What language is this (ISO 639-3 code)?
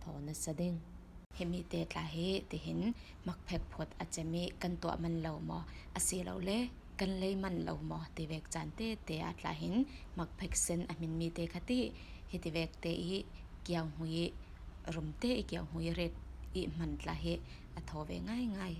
cfm